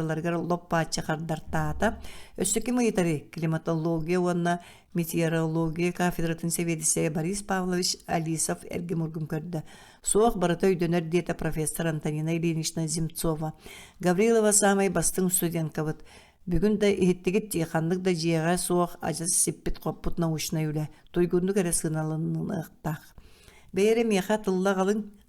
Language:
Yakut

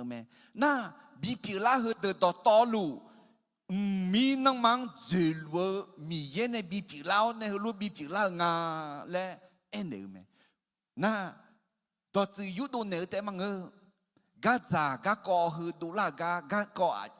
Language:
Akha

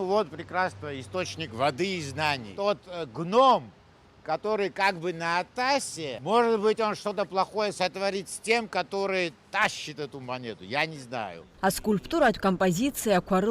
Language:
Abkhazian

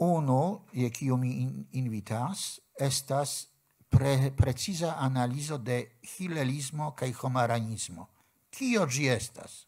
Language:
Esperanto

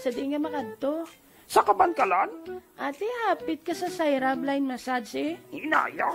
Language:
Hiligaynon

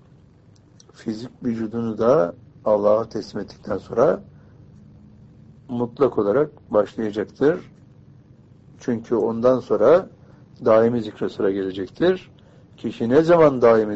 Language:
Turkish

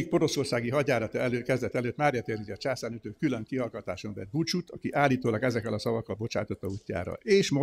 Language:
Hungarian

